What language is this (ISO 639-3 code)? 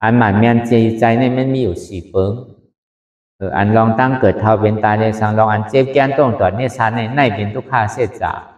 shn